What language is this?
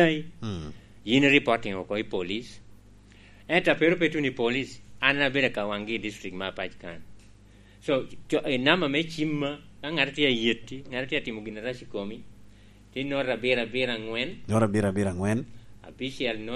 Lango (Uganda)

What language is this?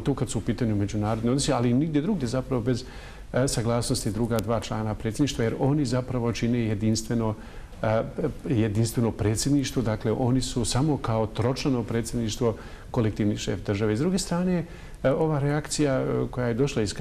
Bosnian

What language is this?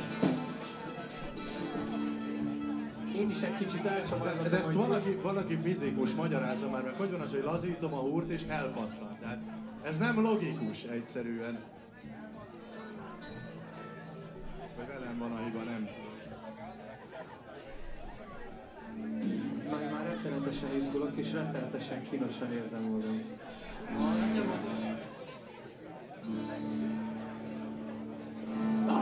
Hungarian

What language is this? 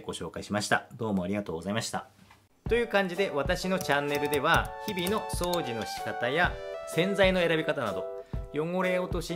Japanese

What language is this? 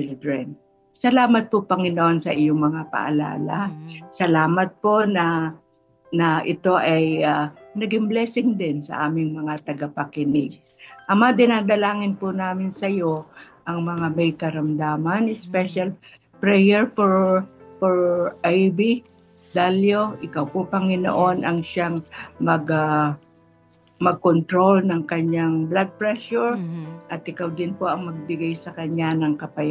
Filipino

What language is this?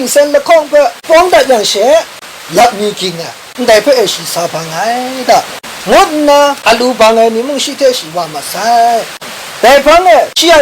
Kachin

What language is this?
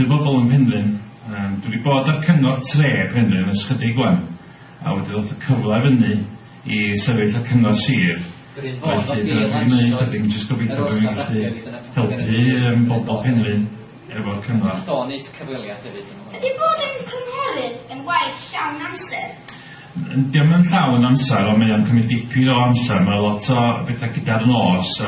Welsh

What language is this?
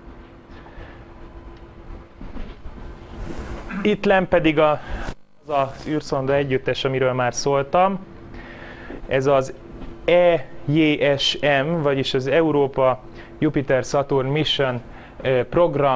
Hungarian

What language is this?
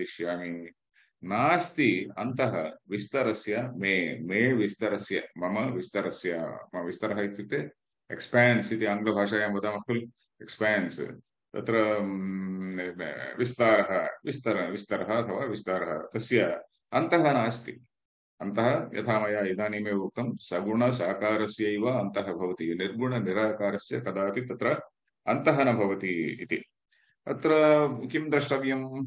Sanskrit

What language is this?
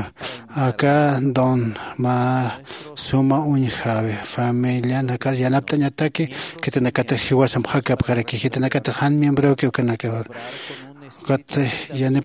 Aymara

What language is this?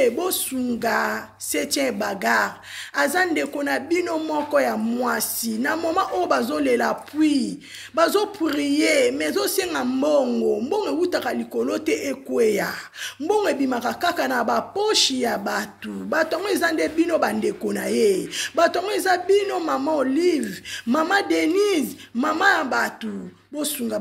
Lingala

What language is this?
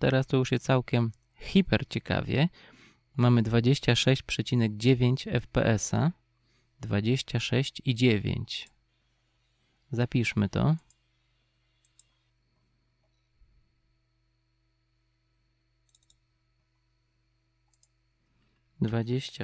Polish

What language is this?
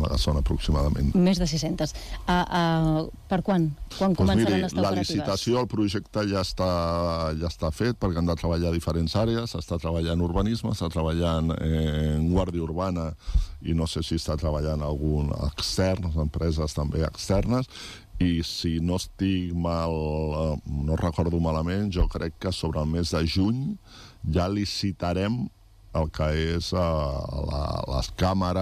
Catalan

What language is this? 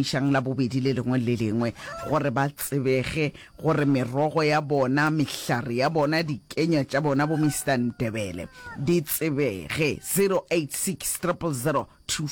Northern Sotho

